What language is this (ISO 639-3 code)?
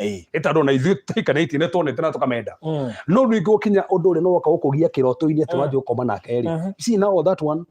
kik